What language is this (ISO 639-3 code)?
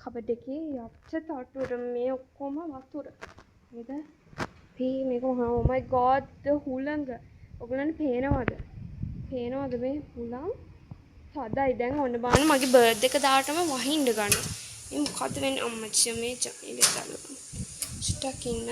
sin